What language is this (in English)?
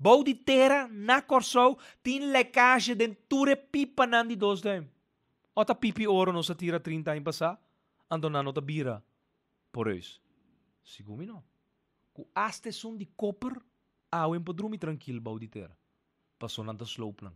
Papiamento